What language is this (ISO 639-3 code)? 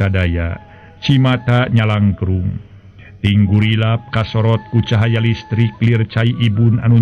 sun